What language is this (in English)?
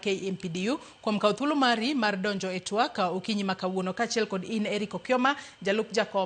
Luo (Kenya and Tanzania)